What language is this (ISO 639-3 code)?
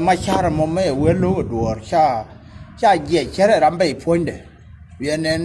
nus